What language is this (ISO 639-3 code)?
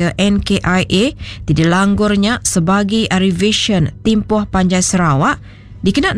iba